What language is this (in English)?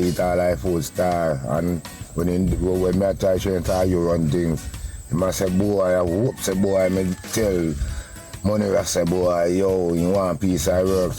Jamaican Creole English